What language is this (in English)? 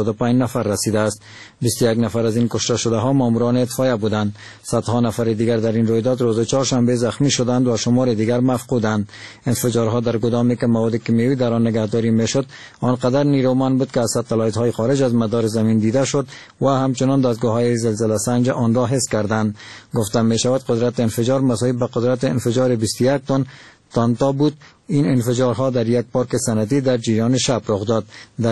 Persian